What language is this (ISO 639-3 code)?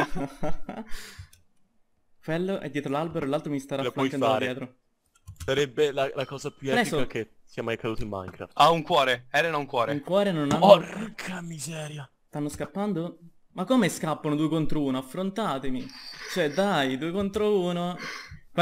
ita